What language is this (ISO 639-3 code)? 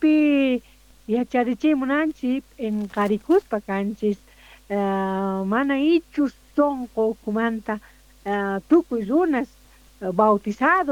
que